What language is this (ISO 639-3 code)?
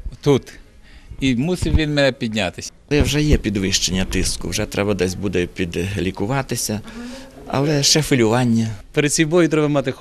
ukr